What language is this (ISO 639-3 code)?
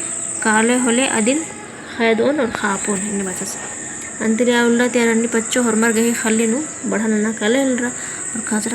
kru